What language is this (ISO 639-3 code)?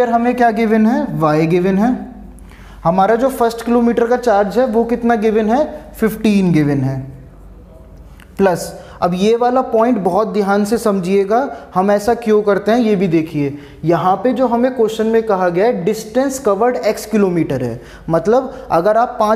hin